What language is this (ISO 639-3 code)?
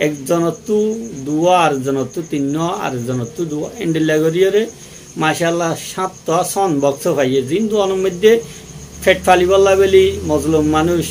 rhg